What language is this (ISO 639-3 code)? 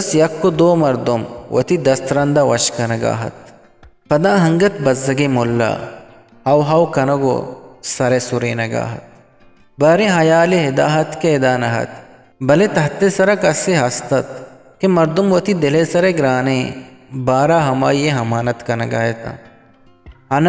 bgp